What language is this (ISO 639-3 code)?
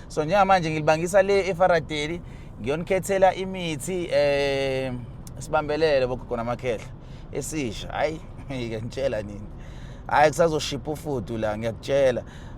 zul